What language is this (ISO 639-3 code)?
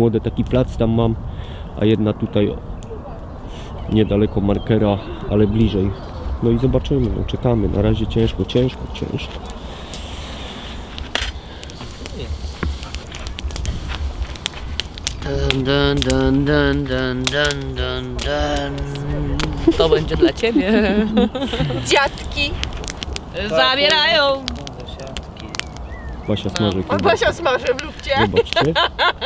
pol